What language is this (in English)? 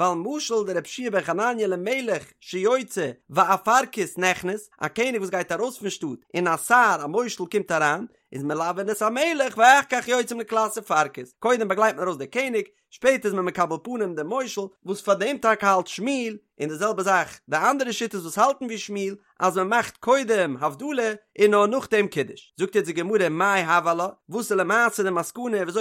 Yiddish